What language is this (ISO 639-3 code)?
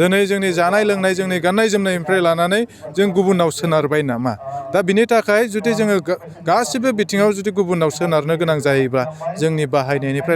brx